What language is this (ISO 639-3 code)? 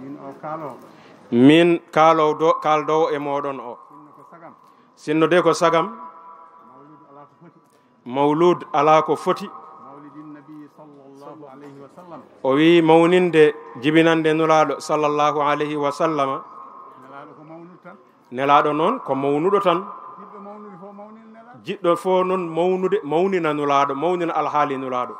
ful